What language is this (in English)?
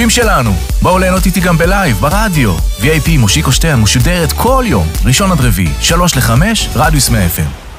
Hebrew